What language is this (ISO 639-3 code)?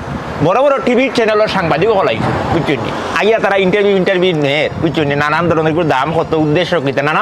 syl